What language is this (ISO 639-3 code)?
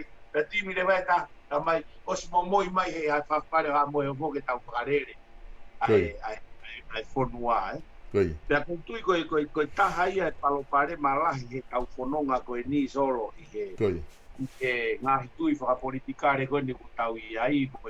ton